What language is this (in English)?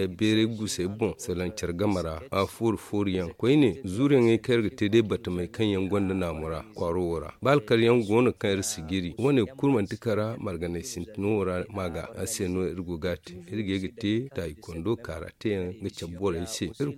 Zarma